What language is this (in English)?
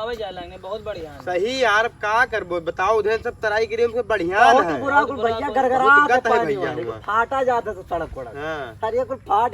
Awadhi